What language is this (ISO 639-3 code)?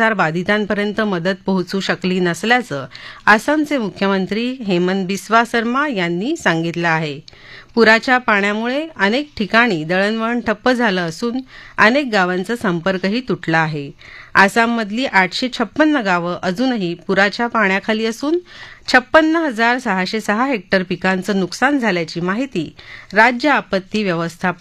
mar